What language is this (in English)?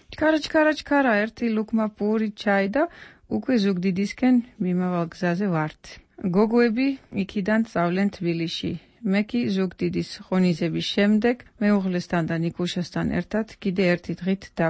Georgian